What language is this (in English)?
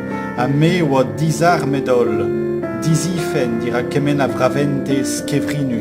Breton